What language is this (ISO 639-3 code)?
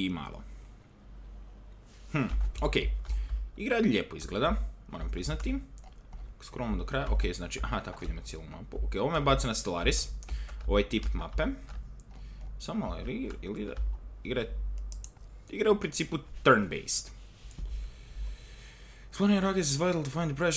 hrv